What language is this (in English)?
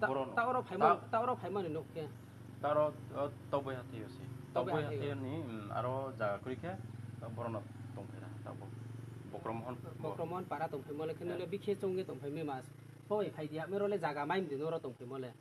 Riang (India)